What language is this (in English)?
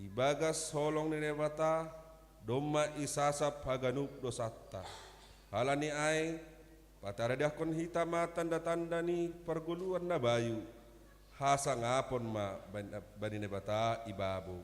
Batak Simalungun